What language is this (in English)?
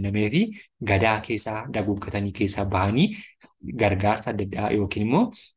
Oromo